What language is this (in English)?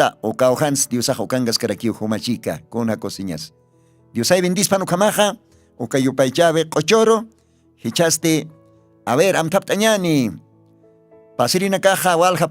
Aymara